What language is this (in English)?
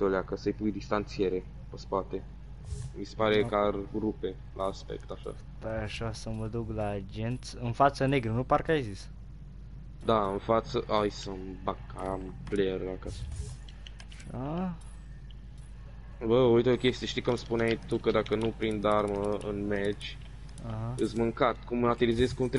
Romanian